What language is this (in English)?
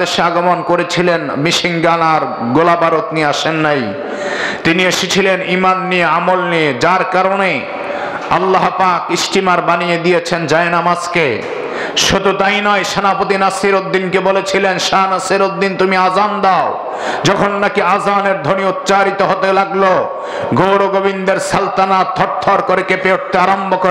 Bangla